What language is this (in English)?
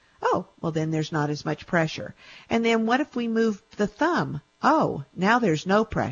English